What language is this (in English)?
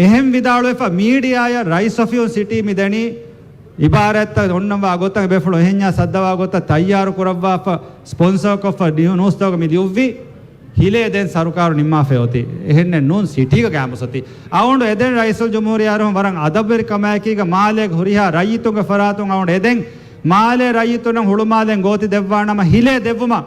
Divehi